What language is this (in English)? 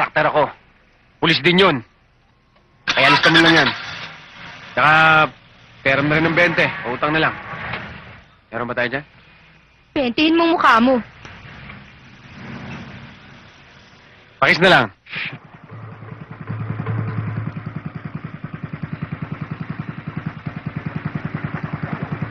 Filipino